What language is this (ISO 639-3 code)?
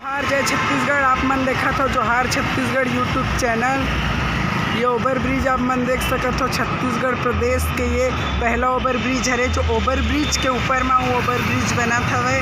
hne